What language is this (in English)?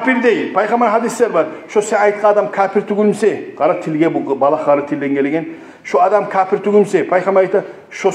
Kumyk